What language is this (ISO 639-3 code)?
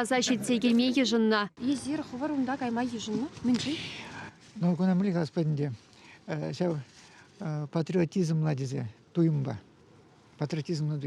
chv